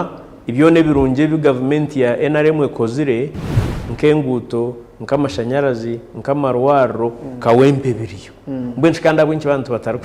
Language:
Nyankole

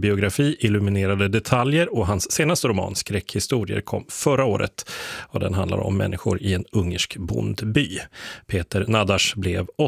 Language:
Swedish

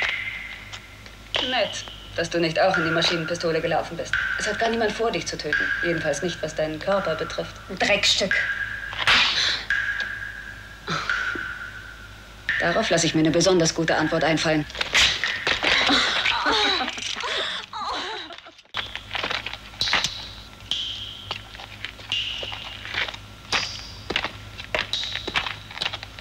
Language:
German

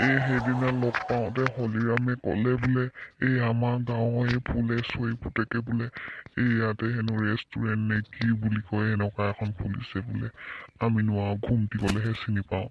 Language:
Assamese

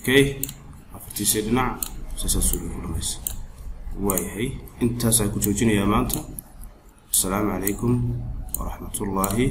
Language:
Somali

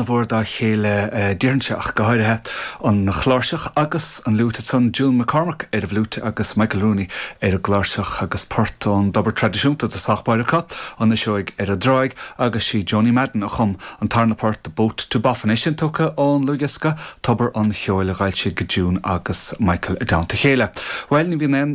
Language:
Irish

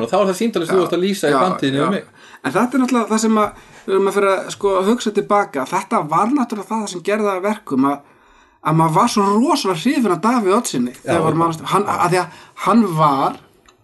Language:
Icelandic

